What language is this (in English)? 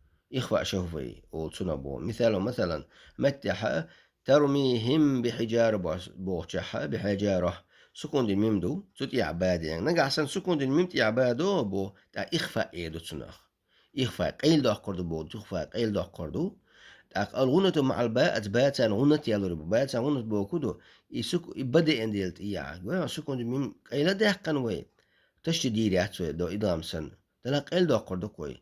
Chechen